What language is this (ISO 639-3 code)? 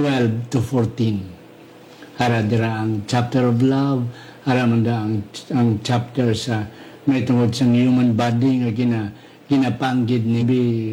hil